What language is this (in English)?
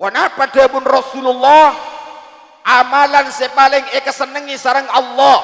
Madurese